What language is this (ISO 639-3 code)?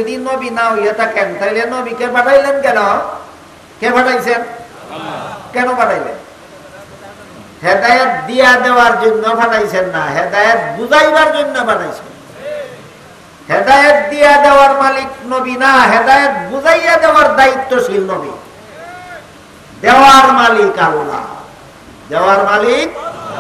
ben